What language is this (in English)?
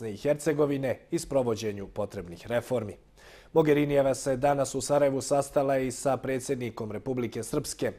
Bosnian